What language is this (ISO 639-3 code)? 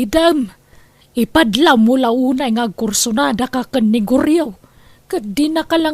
ilo